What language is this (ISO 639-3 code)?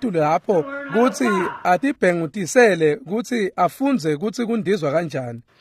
ssw